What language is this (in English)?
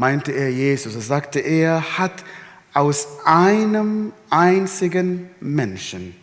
Swiss German